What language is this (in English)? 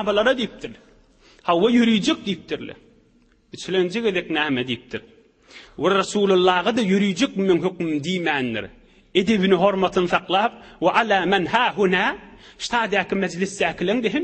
Turkmen